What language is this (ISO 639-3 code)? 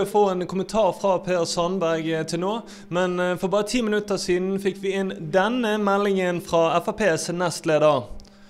nor